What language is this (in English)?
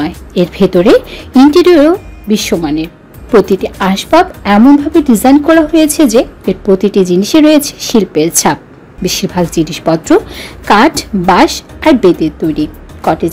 Bangla